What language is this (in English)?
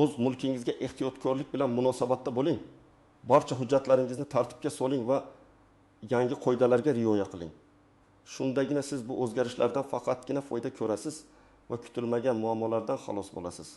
Uzbek